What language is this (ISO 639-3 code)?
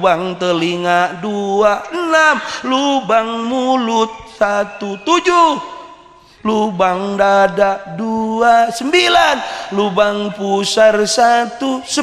sun